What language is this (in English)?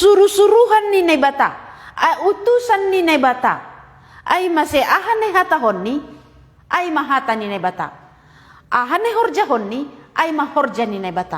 Batak Simalungun